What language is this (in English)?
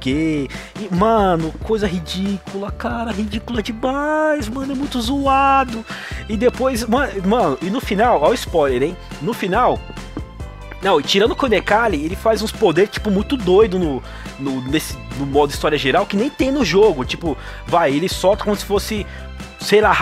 Portuguese